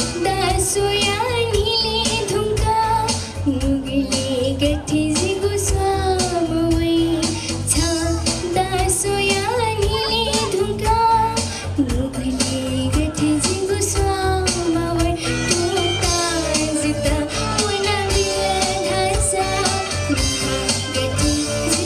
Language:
Newari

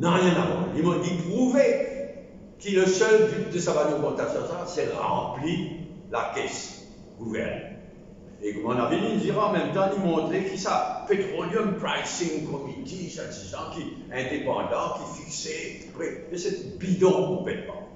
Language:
Morisyen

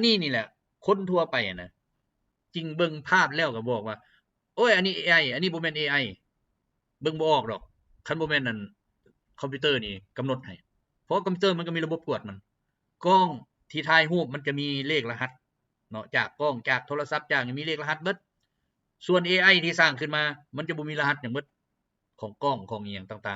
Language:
Lao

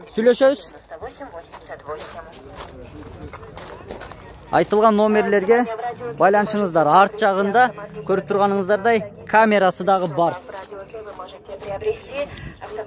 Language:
Kyrgyz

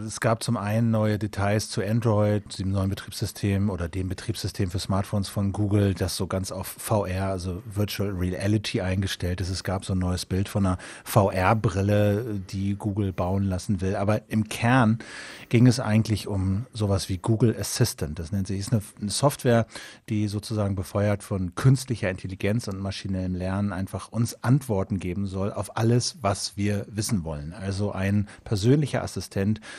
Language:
German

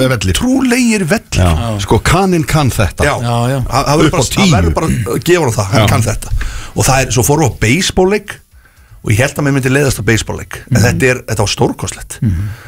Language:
Icelandic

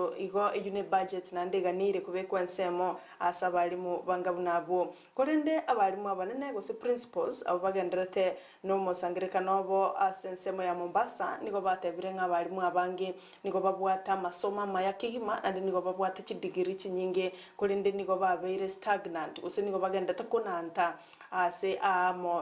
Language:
Gusii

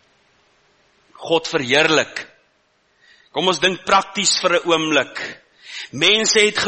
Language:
Afrikaans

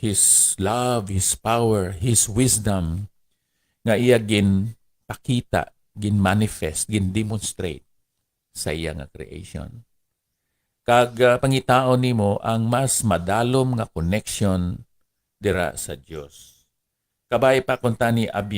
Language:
Hiligaynon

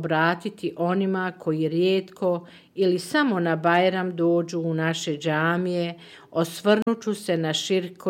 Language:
Bosnian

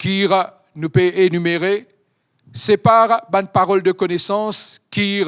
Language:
Morisyen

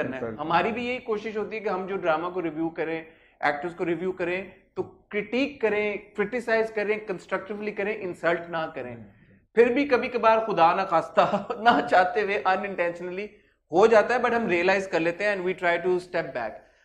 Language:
Urdu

